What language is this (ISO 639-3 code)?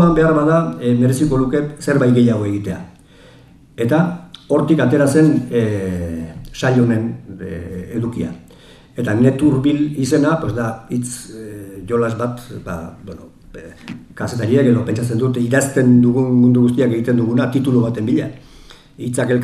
eus